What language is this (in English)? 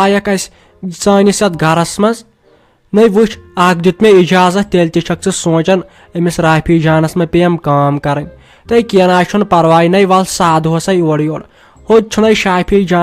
Kashmiri